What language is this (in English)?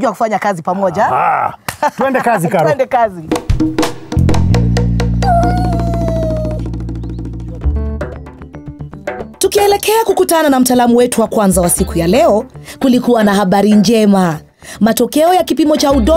Swahili